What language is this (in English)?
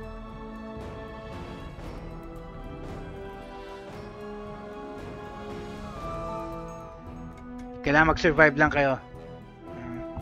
Filipino